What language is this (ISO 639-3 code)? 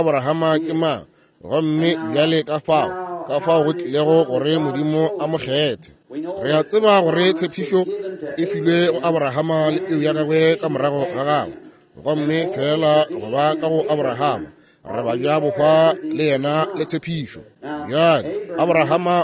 nso